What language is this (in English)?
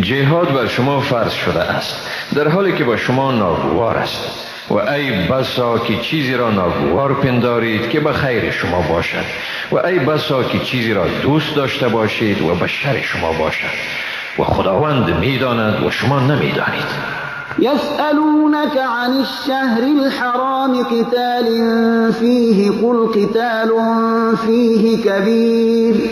Persian